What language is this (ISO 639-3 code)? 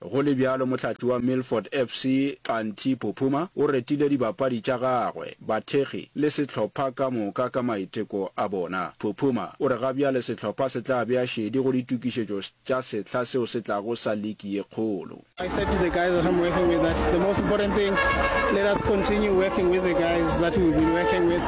nso